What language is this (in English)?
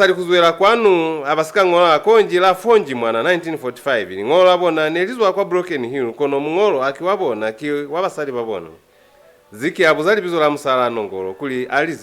Lozi